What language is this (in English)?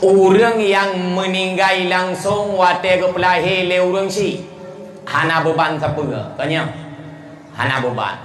Achinese